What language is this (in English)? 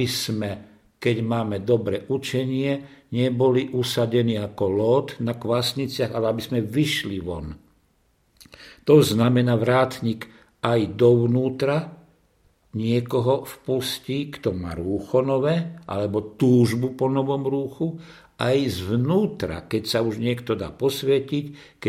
Slovak